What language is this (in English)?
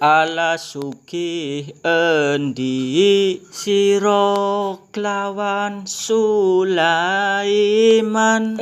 Javanese